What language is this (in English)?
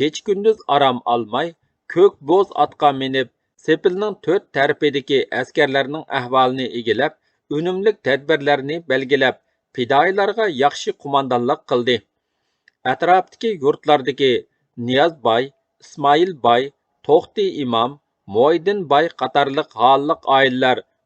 Uyghur